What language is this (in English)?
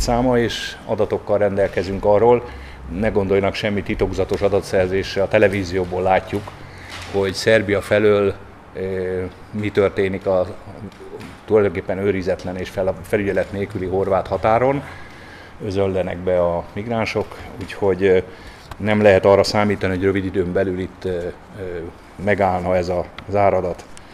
Hungarian